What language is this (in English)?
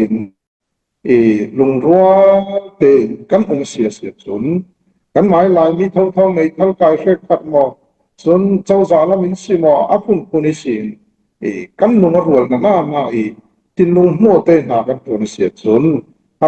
Falam Chin